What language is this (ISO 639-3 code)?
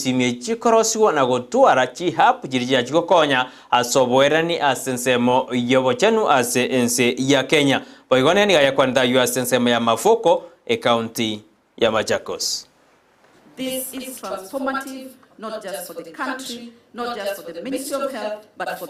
guz